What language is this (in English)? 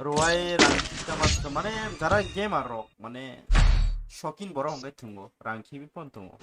Kok Borok